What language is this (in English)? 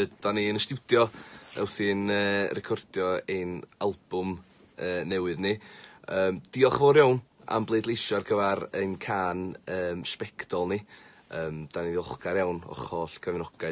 Welsh